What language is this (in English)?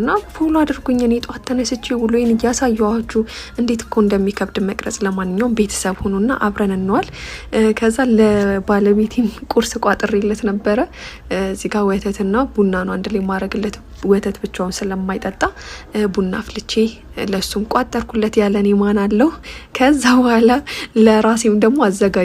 Amharic